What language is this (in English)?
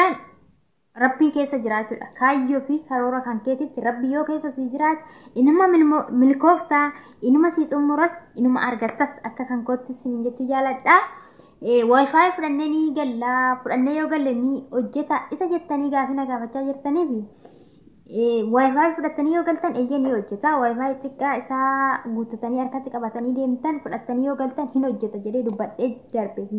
Oromo